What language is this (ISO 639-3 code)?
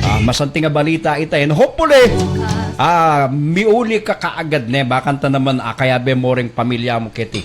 pam